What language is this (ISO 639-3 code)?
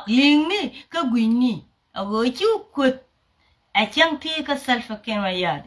nus